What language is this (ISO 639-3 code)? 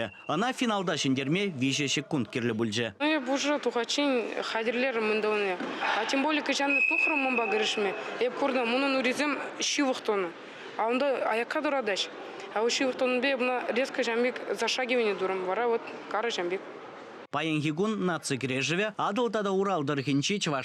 chv